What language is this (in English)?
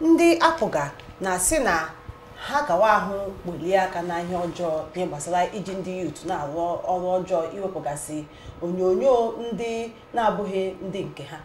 Igbo